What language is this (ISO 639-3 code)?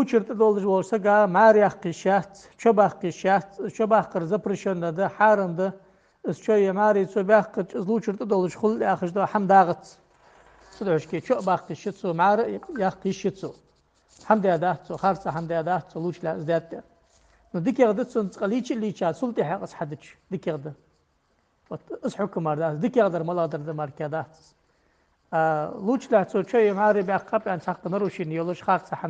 inh